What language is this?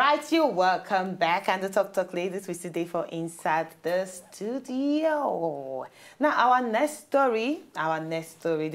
Nigerian Pidgin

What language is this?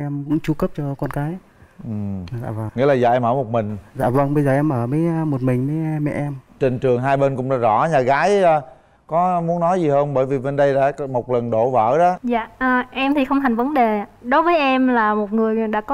Vietnamese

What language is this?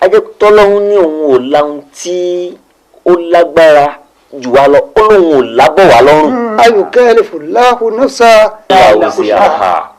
Yoruba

